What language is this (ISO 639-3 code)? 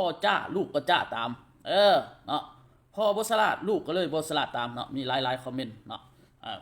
lao